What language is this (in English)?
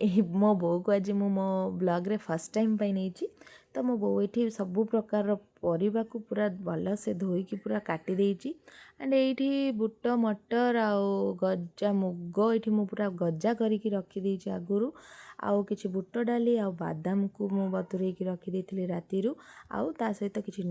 Odia